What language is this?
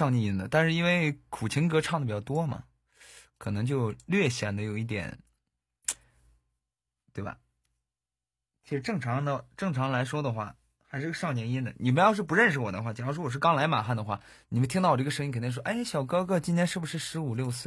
Chinese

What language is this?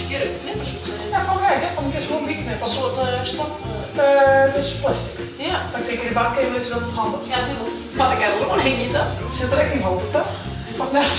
Western Frisian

